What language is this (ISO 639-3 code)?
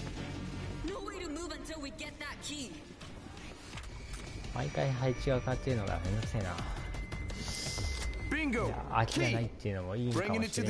jpn